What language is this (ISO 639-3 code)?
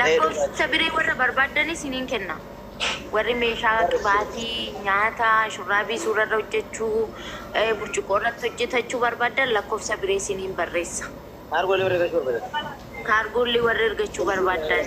orm